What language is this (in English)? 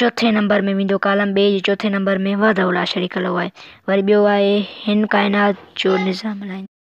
Sindhi